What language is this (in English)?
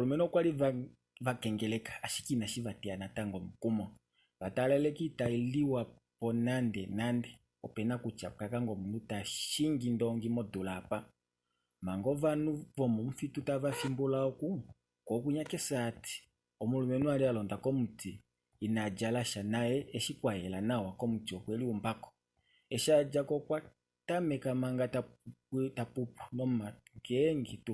Kuanyama